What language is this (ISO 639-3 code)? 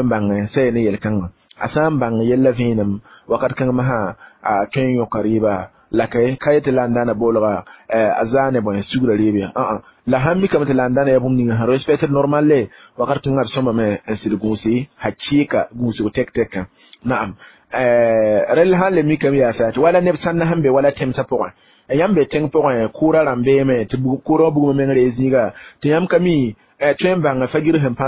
mos